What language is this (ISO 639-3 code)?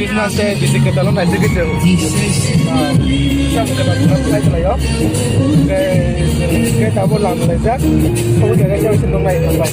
trp